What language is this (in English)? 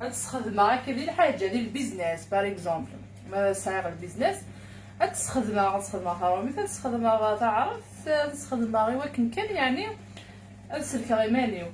Kabyle